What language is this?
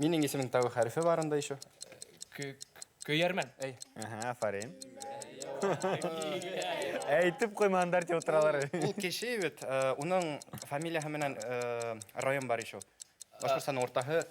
Bashkir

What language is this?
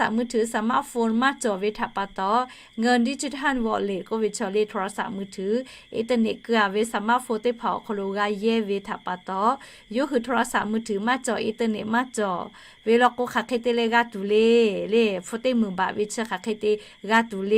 Lahu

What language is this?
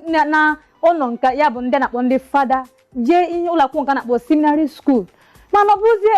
Igbo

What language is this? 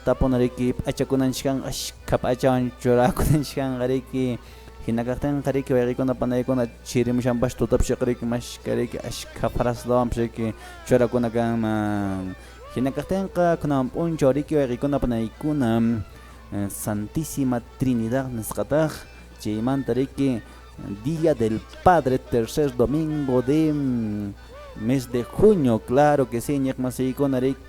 Quechua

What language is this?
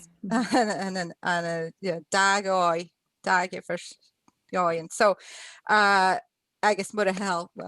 Scottish Gaelic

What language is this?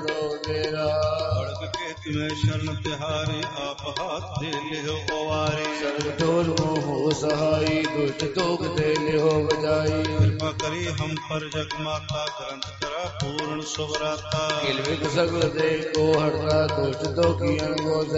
Punjabi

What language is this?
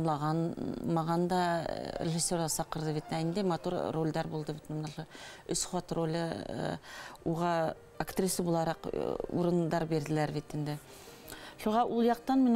Bashkir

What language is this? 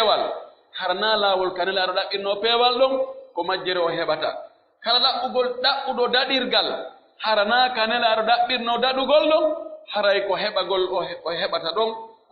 Pular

